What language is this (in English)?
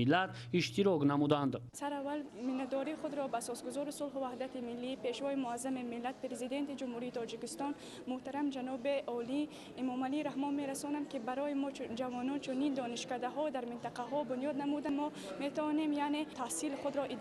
Tajik